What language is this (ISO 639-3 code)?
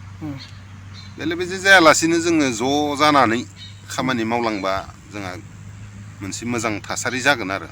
brx